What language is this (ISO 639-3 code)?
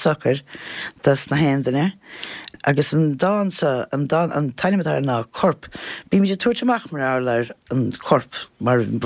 gle